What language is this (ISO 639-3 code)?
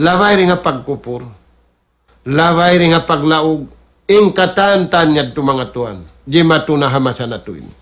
tsg